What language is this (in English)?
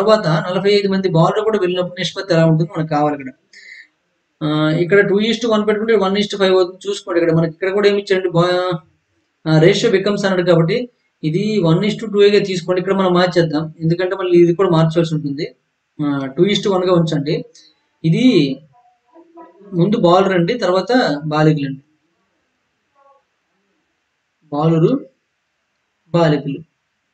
Telugu